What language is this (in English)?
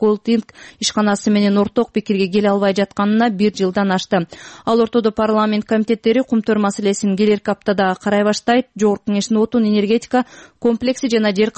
Kyrgyz